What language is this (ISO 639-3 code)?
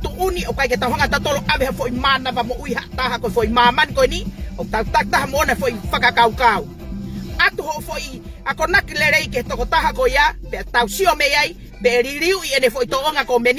ton